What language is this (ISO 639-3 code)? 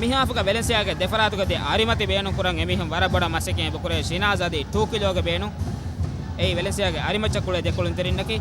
div